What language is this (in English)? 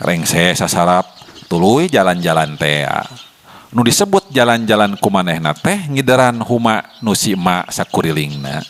Sundanese